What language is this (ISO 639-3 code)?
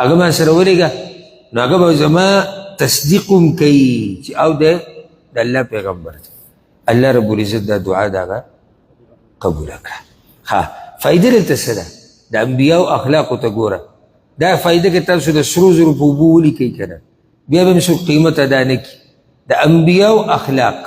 pus